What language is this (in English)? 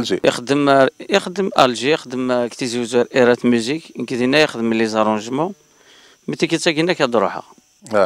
Kabyle